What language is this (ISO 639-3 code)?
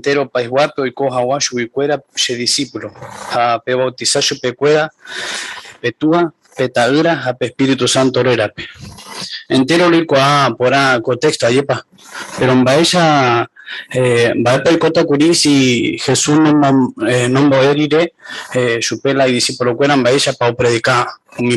grn